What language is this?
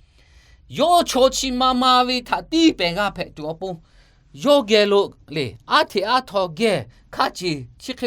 Lahu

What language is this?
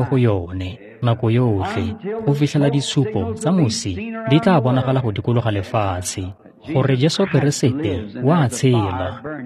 Tswana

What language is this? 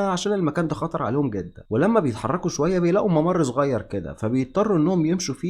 Egyptian Arabic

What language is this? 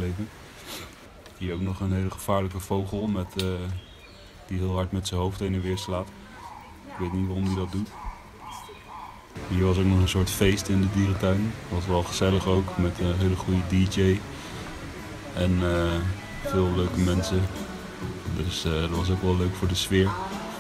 Dutch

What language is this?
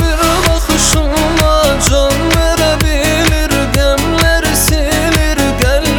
Turkish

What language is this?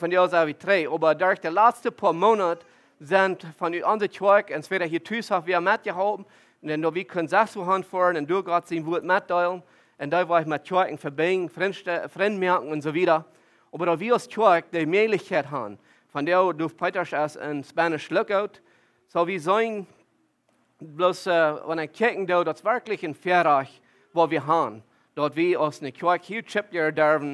Plautdietsch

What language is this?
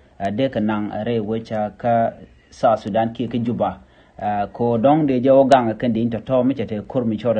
Nuer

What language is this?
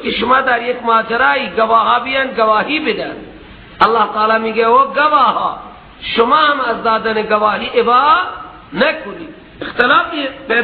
Persian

